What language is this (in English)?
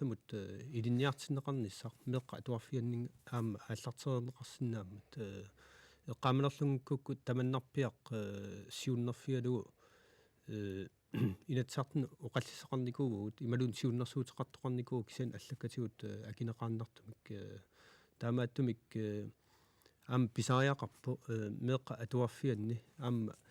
Kalaallisut